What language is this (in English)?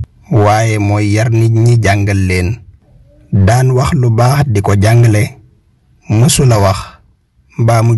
Wolof